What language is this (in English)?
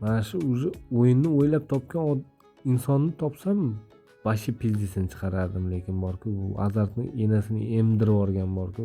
Uzbek